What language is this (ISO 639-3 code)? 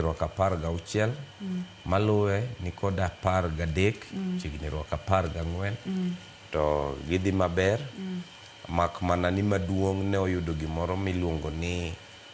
luo